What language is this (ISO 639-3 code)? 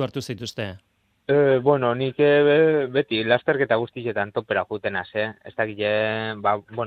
eus